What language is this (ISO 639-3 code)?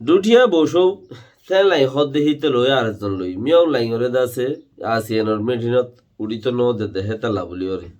rhg